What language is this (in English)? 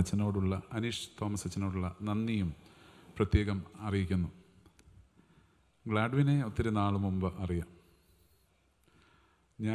Malayalam